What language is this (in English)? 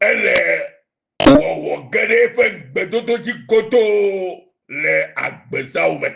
Ewe